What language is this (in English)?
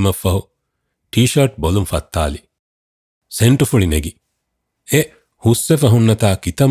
Divehi